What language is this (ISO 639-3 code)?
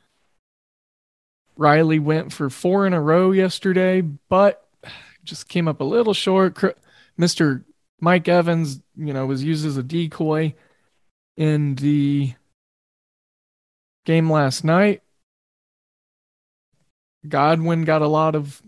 eng